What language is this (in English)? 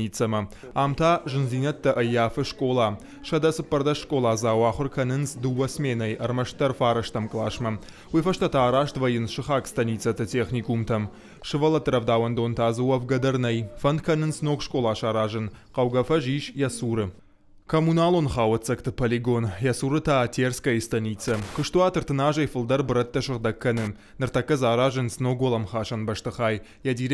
Ossetic